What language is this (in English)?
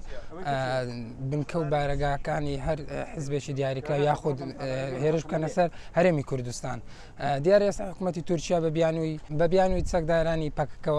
Central Kurdish